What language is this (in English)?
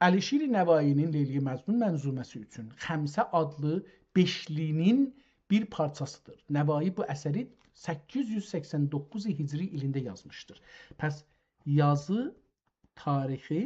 South Azerbaijani